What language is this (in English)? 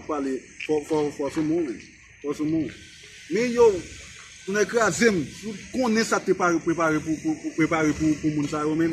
Haitian Creole